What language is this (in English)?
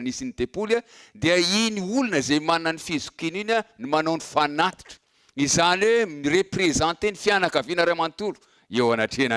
Malagasy